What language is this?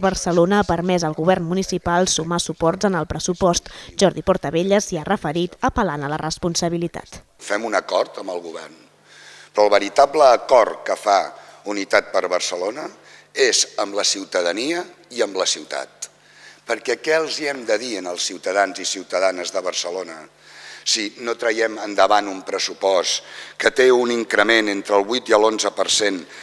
Catalan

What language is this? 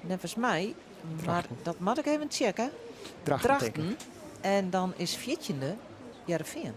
Western Frisian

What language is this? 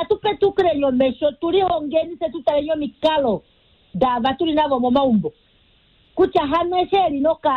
Kuanyama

